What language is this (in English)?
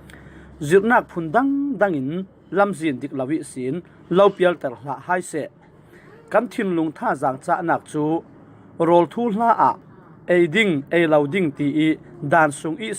Falam Chin